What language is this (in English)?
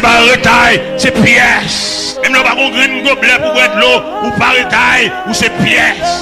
Haitian Creole